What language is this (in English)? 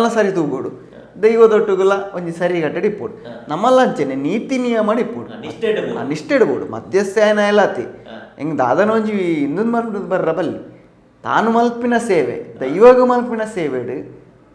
Tulu